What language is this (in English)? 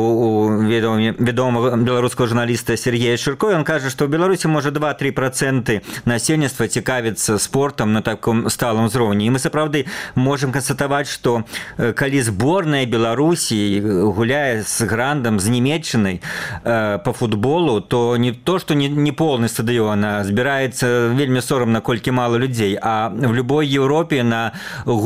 Belarusian